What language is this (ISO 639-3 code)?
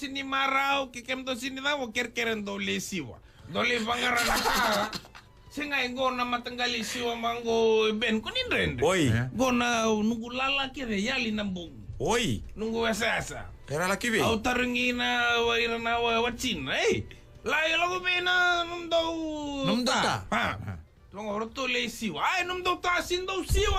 fij